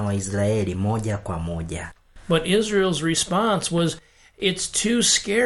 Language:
Swahili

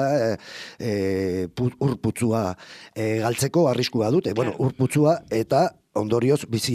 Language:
Basque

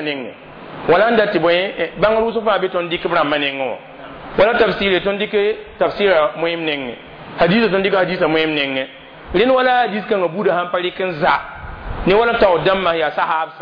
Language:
Mossi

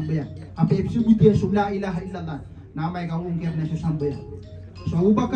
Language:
Maranao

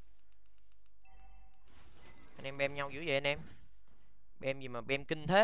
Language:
Vietnamese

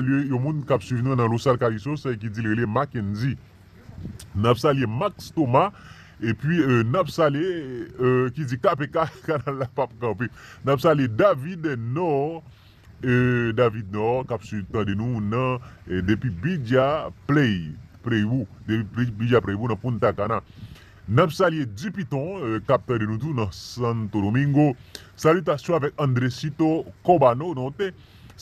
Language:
Haitian Creole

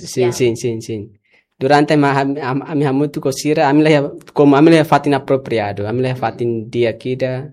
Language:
Tetum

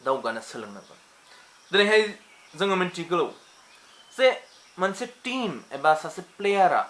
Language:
Bodo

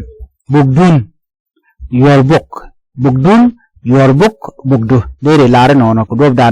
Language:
Nuer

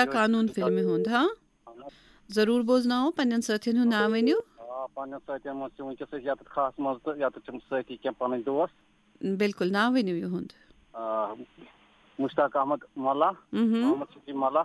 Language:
Kashmiri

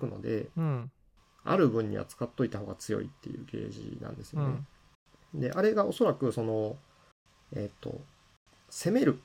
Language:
Japanese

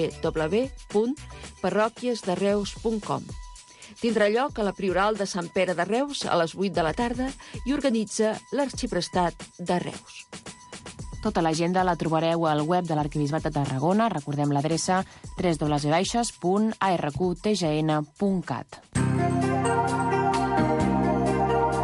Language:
Catalan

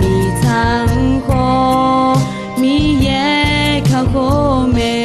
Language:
Akha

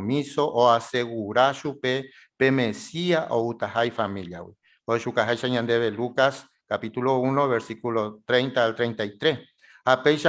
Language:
Guarani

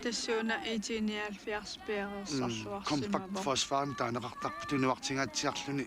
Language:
Kalaallisut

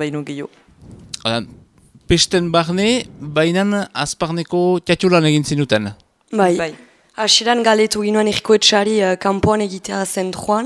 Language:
Basque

